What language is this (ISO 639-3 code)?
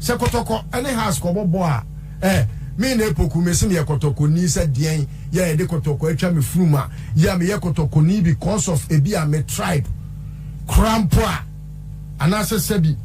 aka